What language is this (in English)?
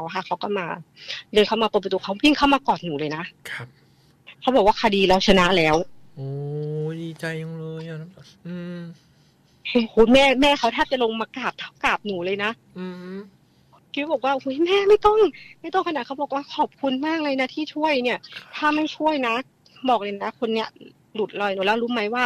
Thai